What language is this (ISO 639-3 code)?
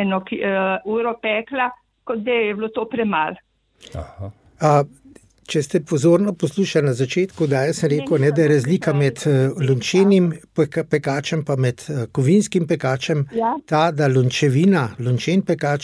slv